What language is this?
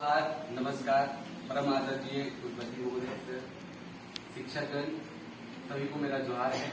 Sadri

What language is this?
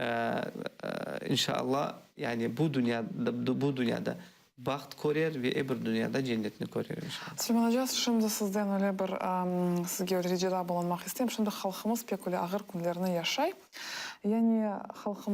Crimean Tatar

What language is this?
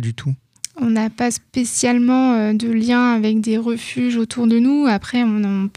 French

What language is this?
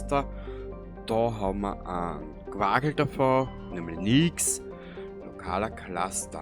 Bavarian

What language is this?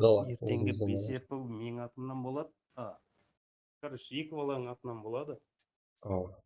Kara-Kalpak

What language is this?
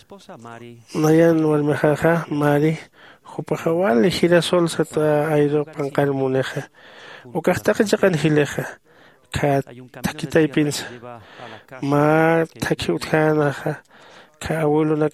Aymara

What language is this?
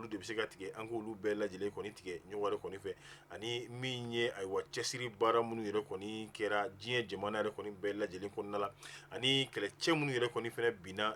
Bambara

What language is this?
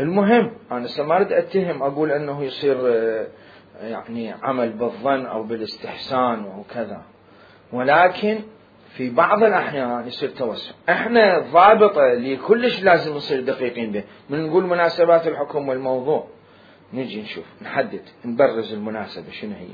Mesopotamian Arabic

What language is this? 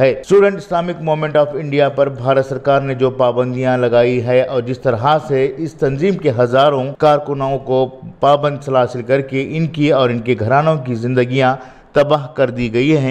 Urdu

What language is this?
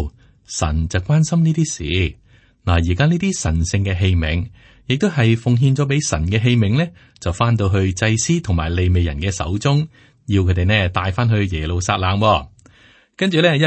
Cantonese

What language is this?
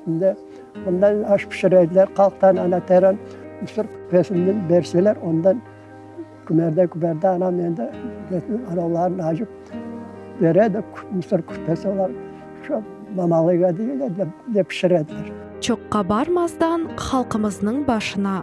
Crimean Tatar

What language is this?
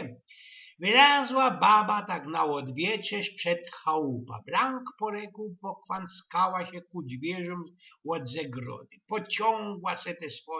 Silesian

